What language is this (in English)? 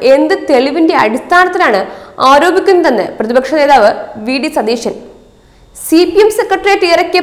Malayalam